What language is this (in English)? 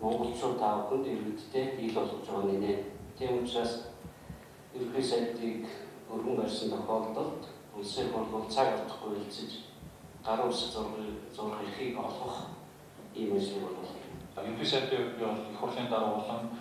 Mongolian